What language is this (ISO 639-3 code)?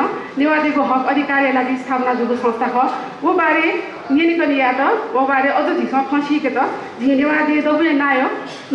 new